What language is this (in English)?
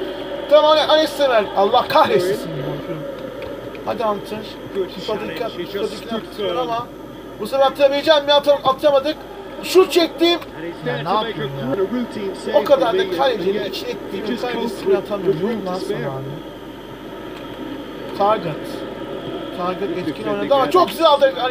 Turkish